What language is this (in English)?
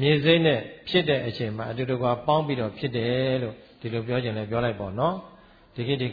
Burmese